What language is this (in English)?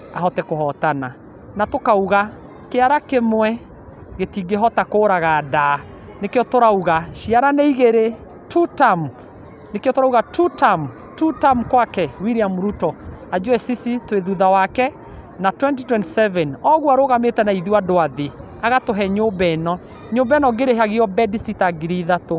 Kikuyu